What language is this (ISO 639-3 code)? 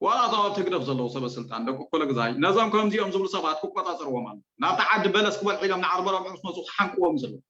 tir